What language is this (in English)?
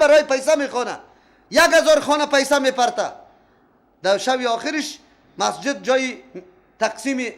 Persian